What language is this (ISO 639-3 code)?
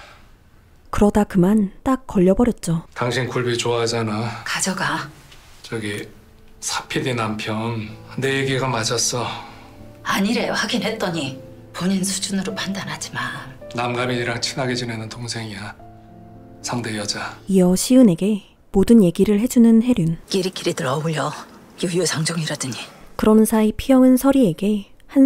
kor